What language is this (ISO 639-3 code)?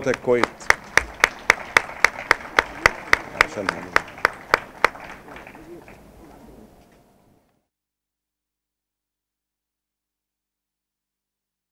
ara